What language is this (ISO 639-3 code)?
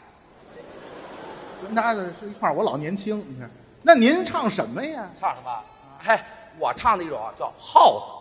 zho